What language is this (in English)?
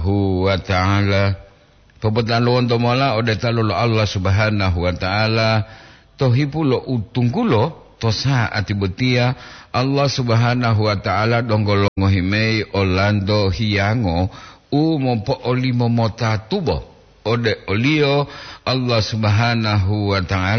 Gorontalo